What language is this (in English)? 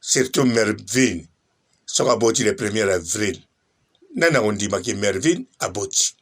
Lingala